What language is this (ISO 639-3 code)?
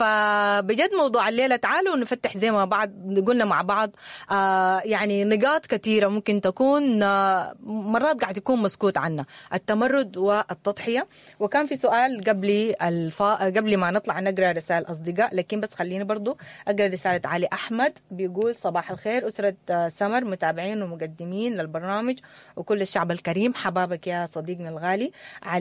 apd